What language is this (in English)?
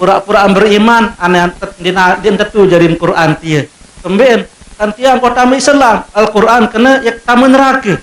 Sasak